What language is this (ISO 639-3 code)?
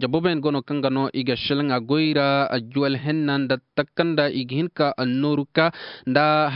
ses